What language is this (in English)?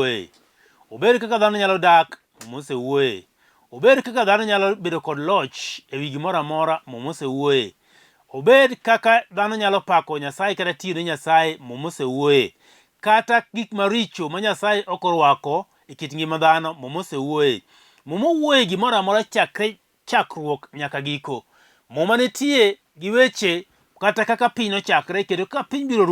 Luo (Kenya and Tanzania)